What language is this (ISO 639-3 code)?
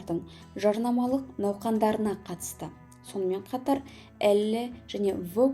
kaz